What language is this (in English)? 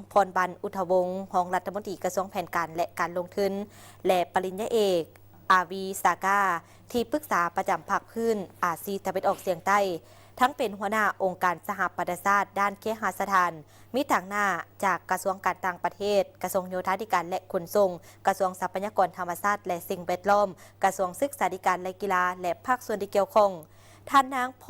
Lao